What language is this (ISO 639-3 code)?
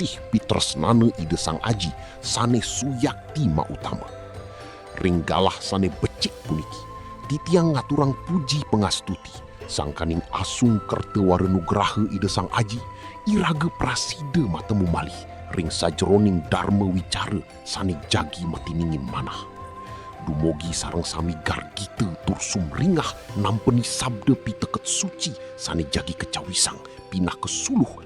ban